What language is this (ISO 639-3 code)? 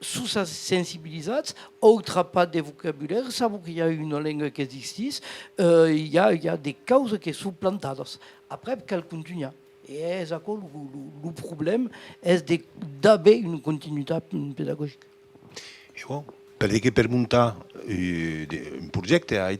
oci